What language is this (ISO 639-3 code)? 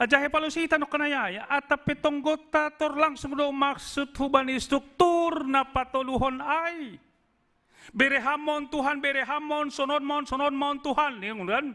bts